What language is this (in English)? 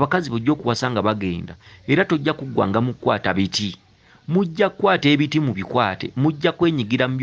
Ganda